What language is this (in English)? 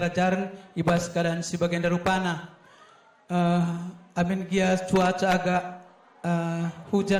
Batak Karo